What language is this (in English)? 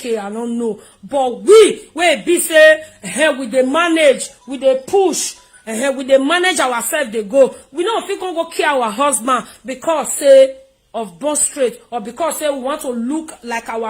Nigerian Pidgin